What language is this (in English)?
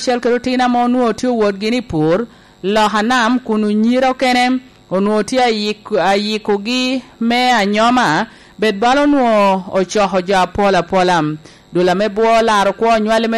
Lango (Uganda)